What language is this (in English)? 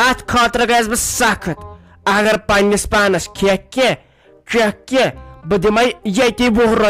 Kashmiri